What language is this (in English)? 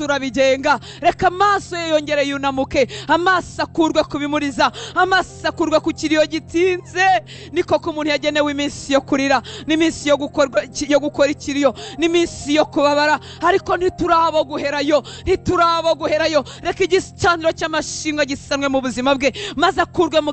Kinyarwanda